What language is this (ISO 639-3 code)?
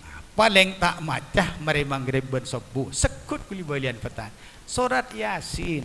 mad